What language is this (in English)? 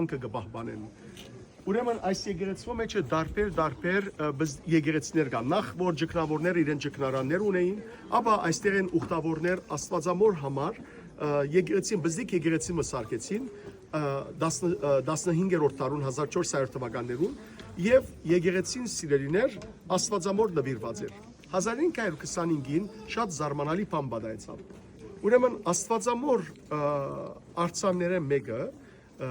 Western Armenian